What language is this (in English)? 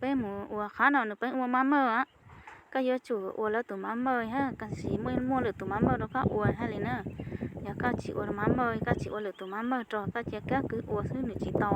Hmong